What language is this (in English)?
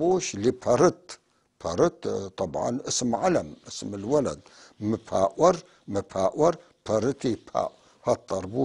North Levantine Arabic